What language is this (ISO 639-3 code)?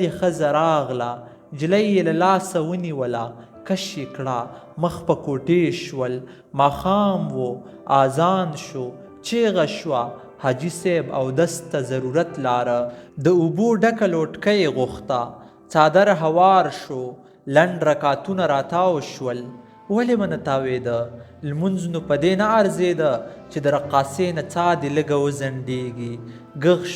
pus